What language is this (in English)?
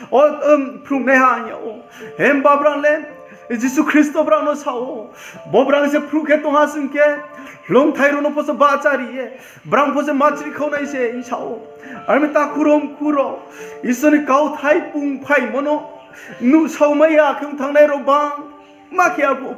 Riang (India)